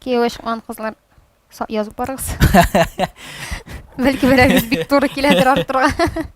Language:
Tatar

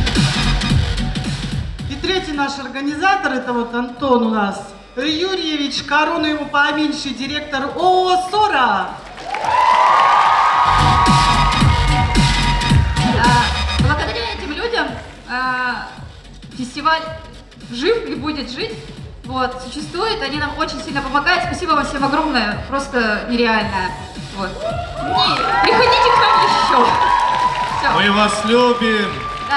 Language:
Russian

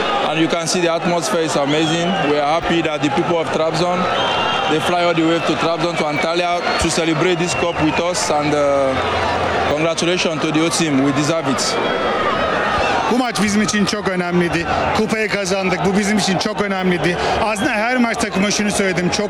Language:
Turkish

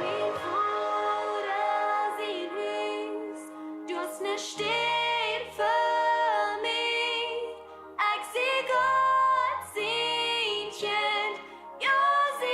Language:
Plautdietsch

